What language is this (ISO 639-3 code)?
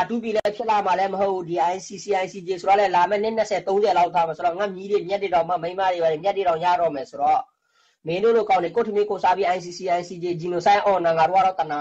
mya